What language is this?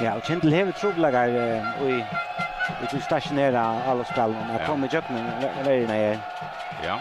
Faroese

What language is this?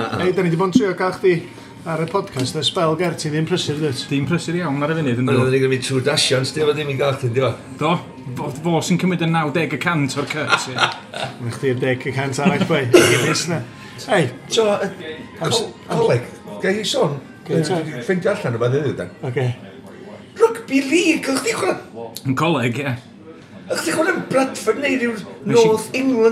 Welsh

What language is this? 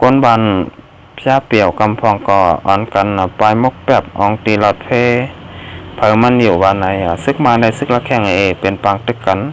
Shan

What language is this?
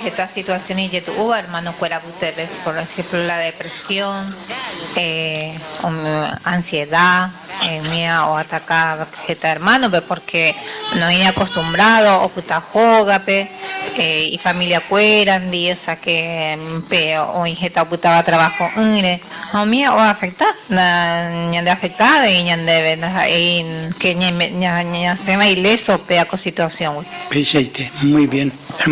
Guarani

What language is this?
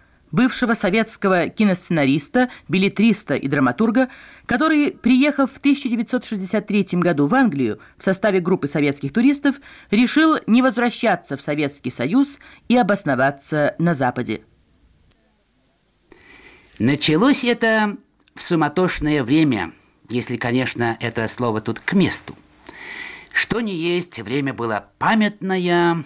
Russian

